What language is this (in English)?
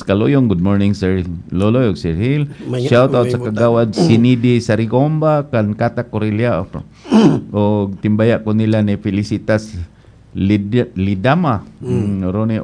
Cebuano